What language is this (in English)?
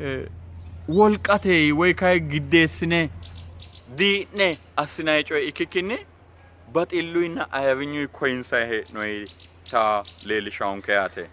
Sidamo